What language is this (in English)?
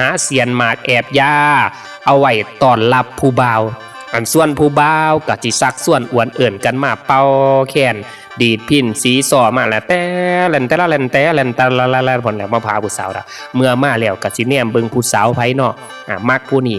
Northeastern Thai